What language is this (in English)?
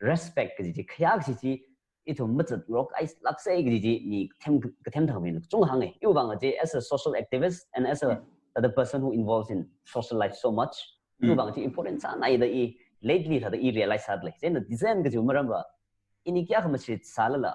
Tangkhul Naga (India)